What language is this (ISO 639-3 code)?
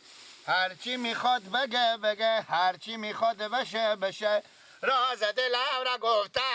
fas